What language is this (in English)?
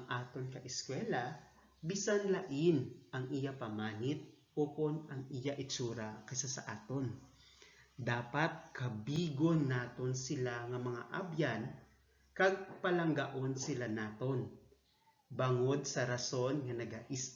Hiligaynon